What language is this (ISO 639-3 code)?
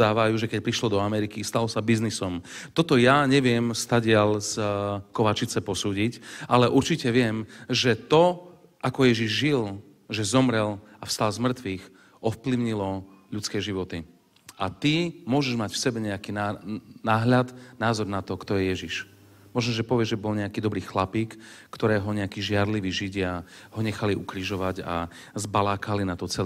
slk